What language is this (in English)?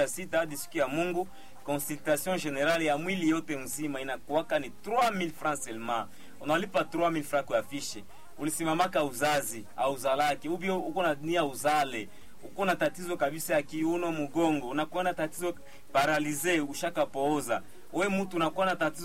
Swahili